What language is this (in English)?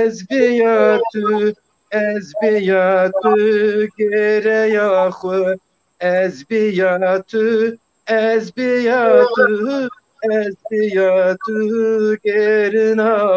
Zaza